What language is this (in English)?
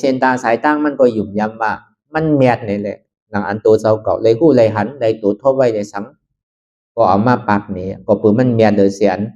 Shan